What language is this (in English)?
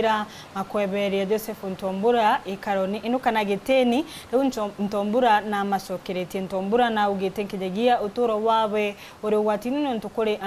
Meru